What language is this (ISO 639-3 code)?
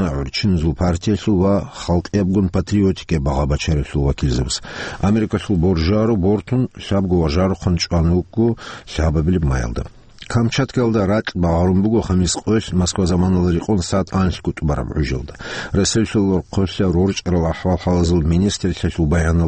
ava